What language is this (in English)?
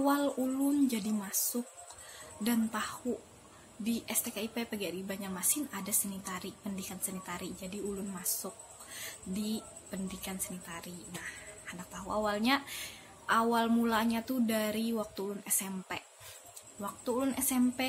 Banjar